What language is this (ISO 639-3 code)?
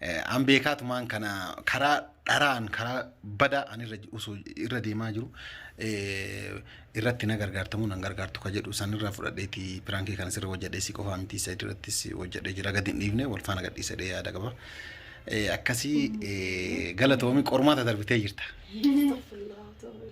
orm